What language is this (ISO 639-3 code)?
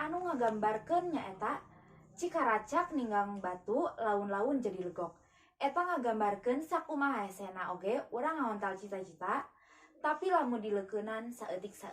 sun